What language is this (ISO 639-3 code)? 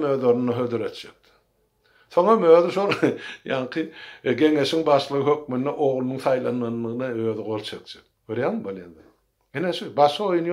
tuk